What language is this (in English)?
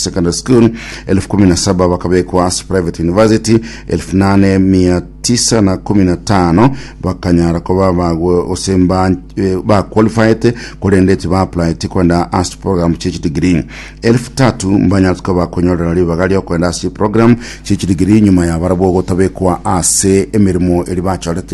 Gusii